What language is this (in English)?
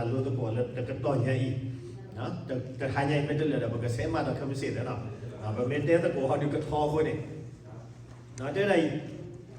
S'gaw Karen